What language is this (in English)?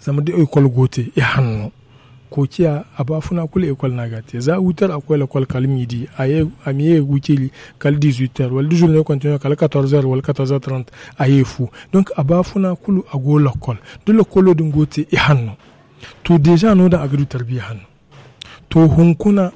Zarma